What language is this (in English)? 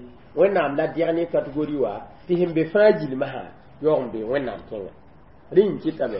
Mossi